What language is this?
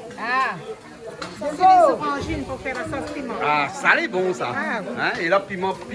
Réunion Creole French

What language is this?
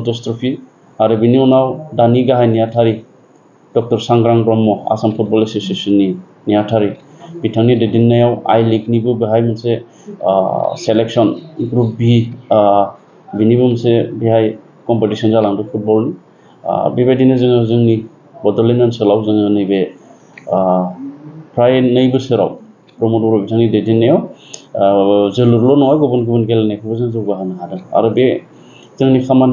Bodo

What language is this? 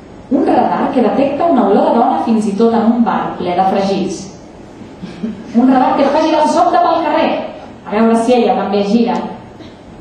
Catalan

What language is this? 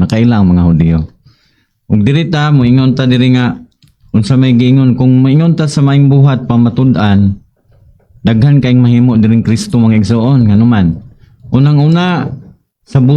Cebuano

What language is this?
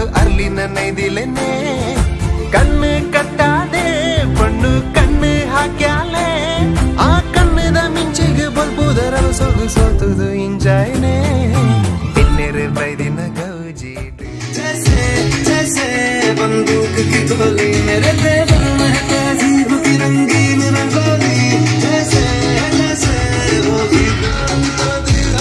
Tulu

